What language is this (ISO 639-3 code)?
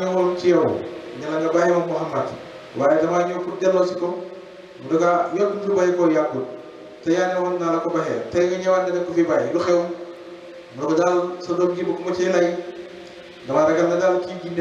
wol